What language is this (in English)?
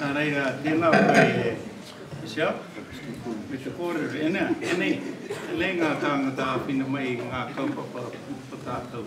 Māori